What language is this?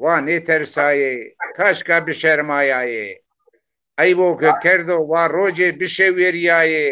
Zaza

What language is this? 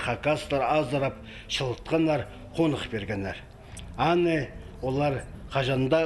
Khakas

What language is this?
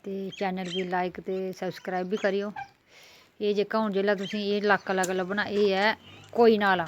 Dogri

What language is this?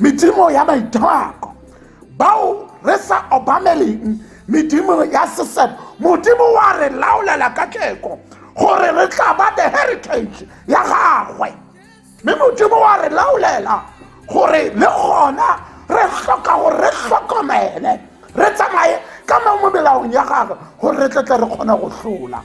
Tswana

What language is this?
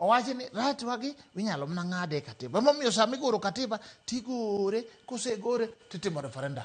Luo (Kenya and Tanzania)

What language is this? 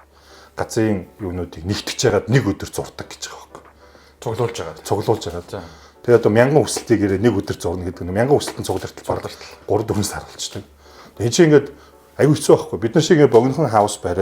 Mongolian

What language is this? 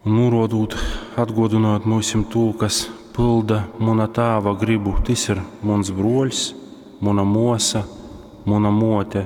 Latgalian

